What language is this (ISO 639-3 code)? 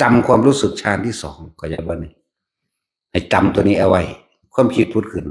tts